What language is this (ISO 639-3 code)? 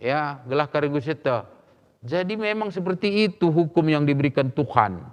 btx